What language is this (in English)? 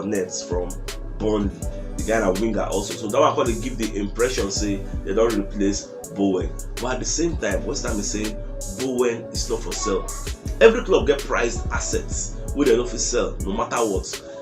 Nigerian Pidgin